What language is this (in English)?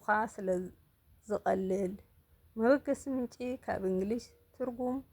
Tigrinya